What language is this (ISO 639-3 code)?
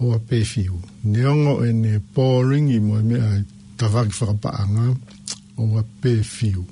ton